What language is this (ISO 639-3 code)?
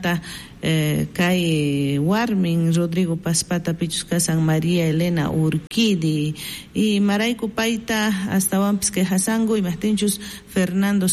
quh